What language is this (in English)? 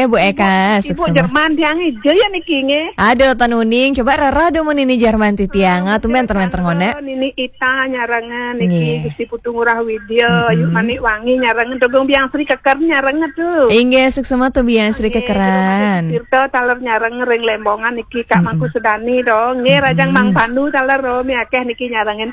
Balinese